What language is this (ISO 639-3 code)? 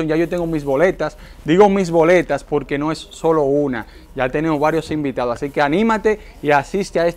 spa